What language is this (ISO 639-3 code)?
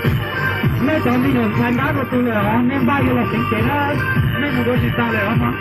hmn